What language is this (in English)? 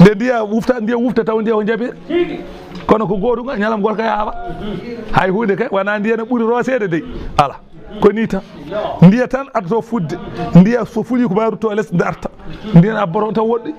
Fula